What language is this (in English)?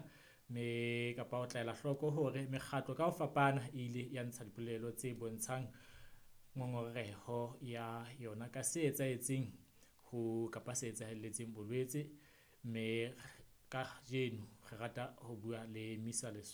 Southern Sotho